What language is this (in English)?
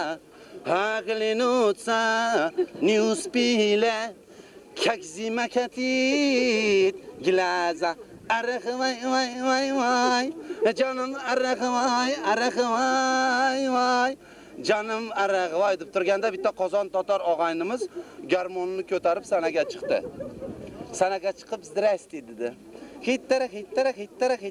Crimean Tatar